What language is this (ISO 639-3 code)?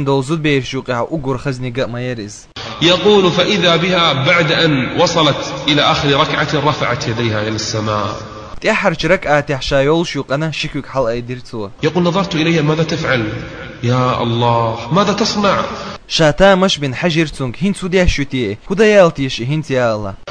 che